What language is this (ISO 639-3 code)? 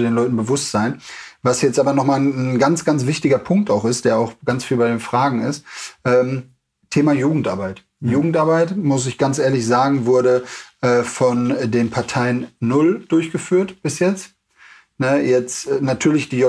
deu